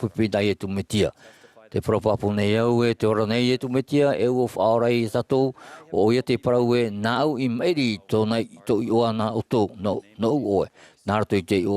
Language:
Tahitian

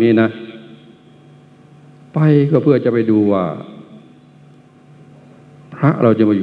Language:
Thai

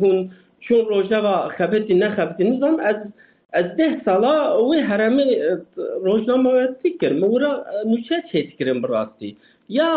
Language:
Kurdish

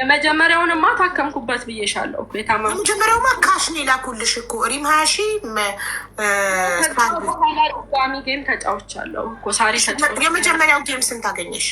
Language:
Amharic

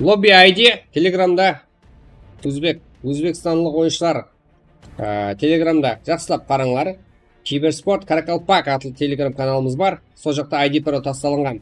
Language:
Kara-Kalpak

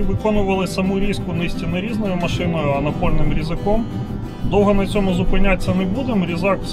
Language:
Ukrainian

